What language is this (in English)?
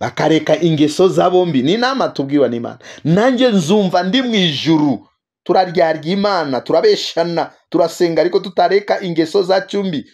Kinyarwanda